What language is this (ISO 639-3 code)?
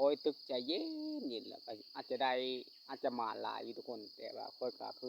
lao